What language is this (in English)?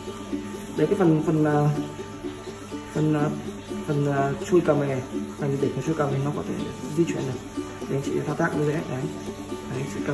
Vietnamese